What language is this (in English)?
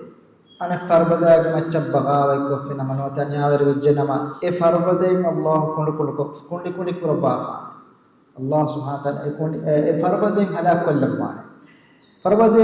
Divehi